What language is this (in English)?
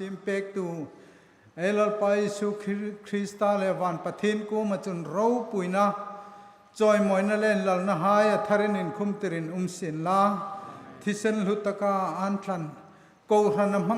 Hmar